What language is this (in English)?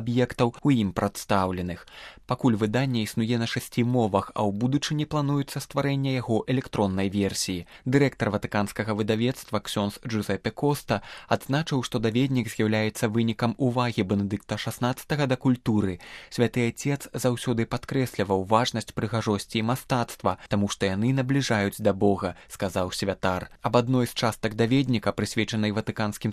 Belarusian